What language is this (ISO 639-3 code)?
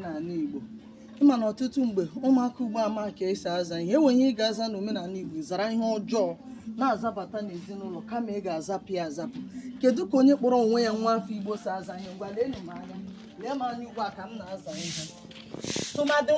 ibo